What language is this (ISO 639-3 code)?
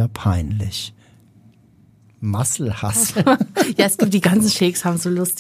deu